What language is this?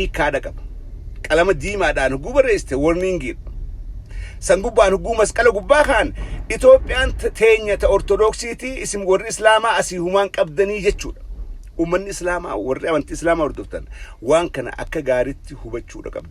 Oromo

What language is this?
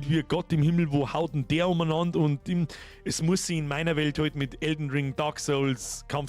Bavarian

